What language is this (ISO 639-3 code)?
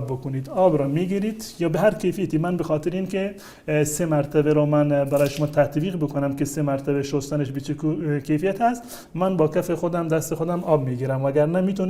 fas